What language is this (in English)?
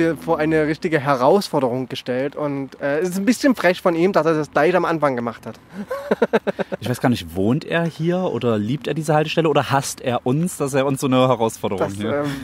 German